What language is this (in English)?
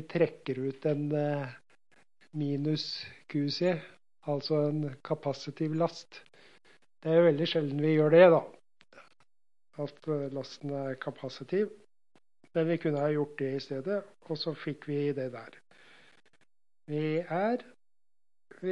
Norwegian